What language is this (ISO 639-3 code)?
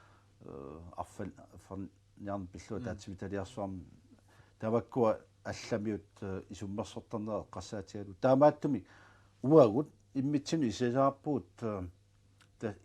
kal